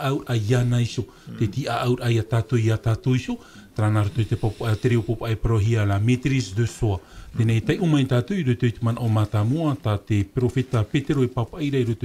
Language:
Tahitian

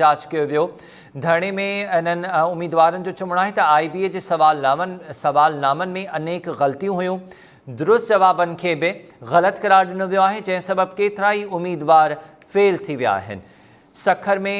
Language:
Sindhi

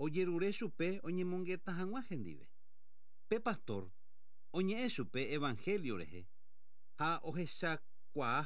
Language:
Guarani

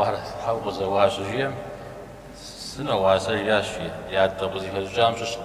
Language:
Kabardian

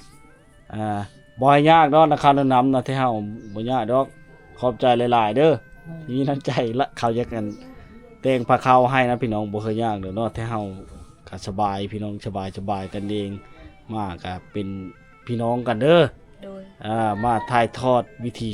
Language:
Lao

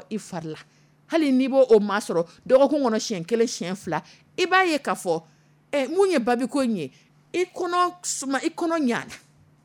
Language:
Dyula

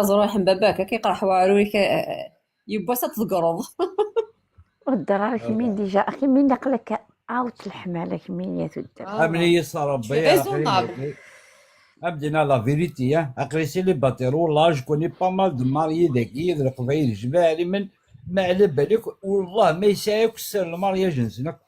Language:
Kabyle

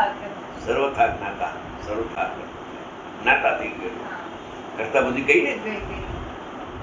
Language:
Gujarati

